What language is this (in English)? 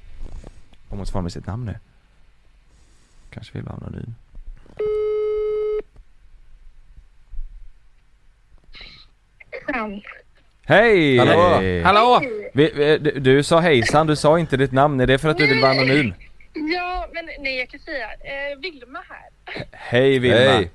Swedish